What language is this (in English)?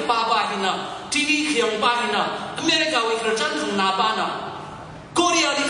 Tangkhul Naga (India)